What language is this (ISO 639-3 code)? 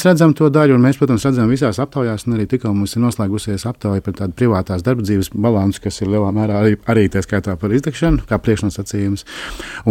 lav